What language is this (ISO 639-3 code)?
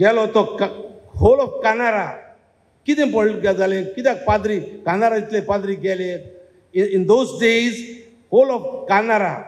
kok